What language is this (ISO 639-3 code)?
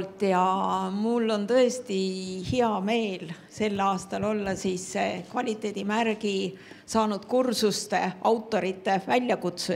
est